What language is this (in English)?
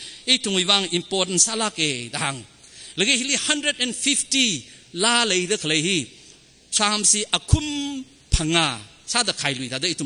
Tangkhul Naga (India)